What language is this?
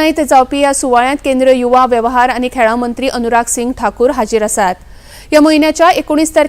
Konkani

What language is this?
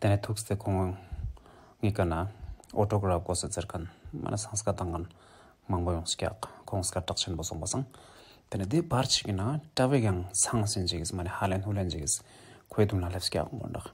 Ladakhi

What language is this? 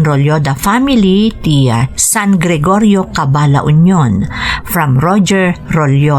Iloko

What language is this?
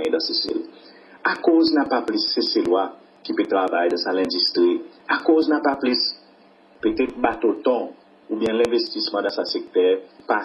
Seselwa Creole French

